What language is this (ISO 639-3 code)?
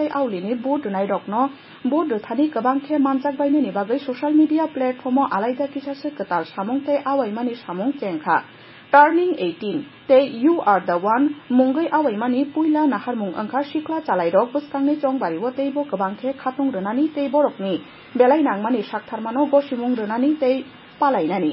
trp